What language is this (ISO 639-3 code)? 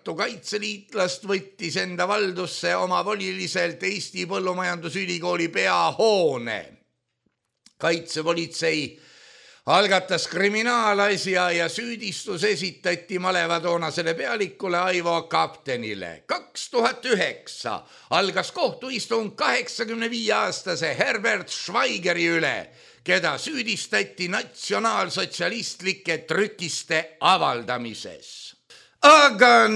est